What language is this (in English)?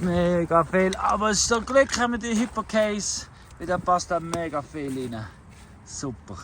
Swiss German